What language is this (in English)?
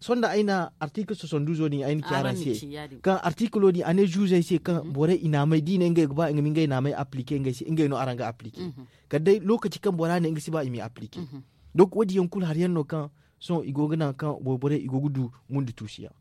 Zarma